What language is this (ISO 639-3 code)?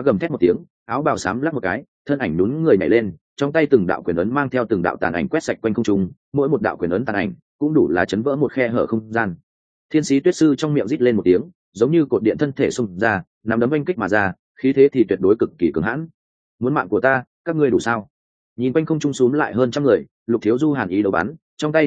vie